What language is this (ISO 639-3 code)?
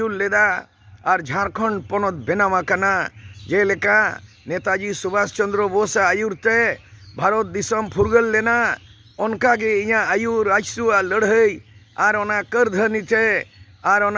sat